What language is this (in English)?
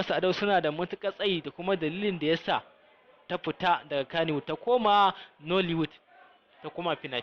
Hausa